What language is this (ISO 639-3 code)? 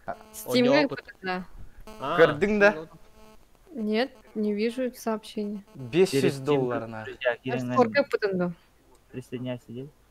sah